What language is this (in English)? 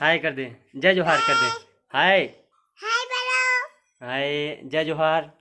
Chhattisgarhi